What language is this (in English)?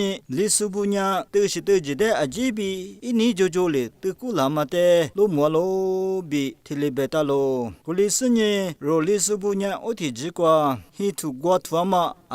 Lisu